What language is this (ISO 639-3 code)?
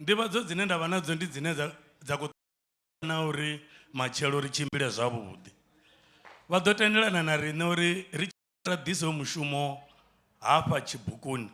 ven